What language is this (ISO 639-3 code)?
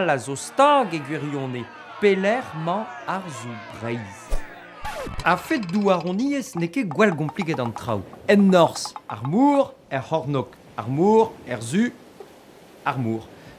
bre